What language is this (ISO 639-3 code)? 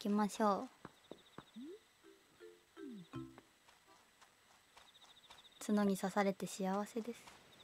jpn